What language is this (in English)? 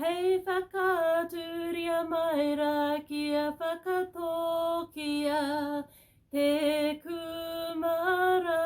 Māori